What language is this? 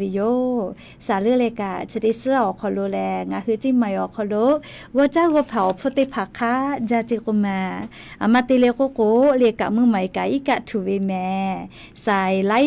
Lahu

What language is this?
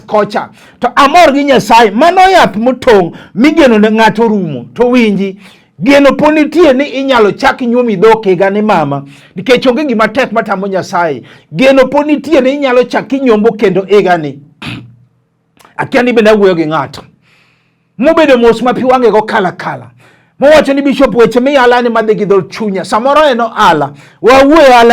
Luo (Kenya and Tanzania)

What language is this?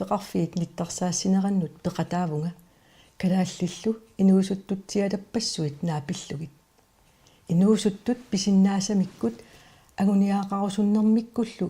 Kalaallisut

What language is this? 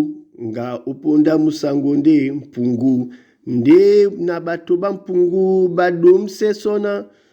Duala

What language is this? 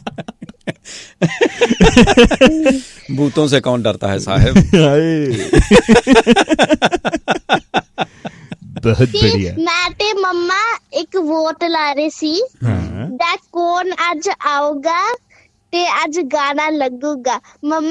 Punjabi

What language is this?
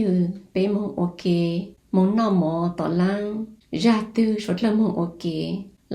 Hmong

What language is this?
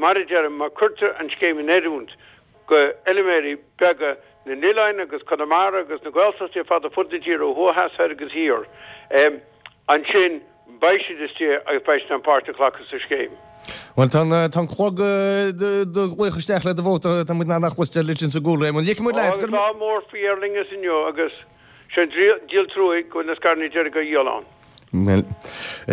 Irish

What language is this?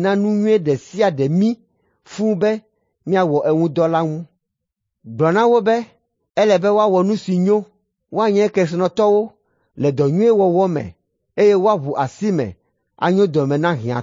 Ewe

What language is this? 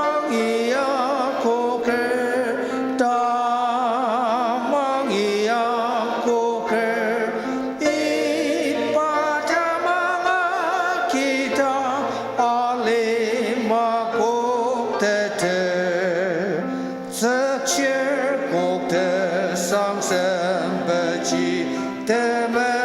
Ao Naga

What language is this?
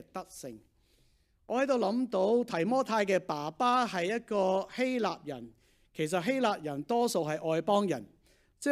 Cantonese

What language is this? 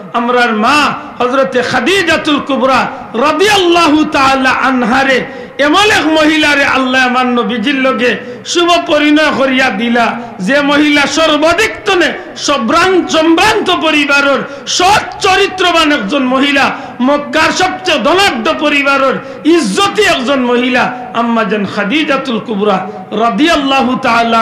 Sylheti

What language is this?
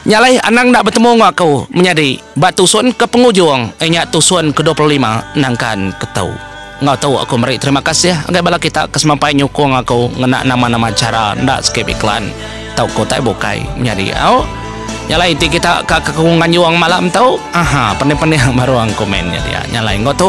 Iban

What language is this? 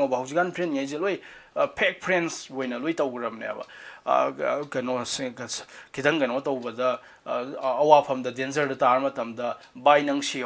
Manipuri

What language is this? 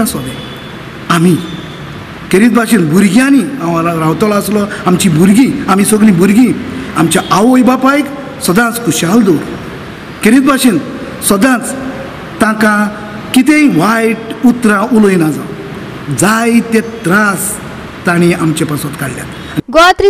Konkani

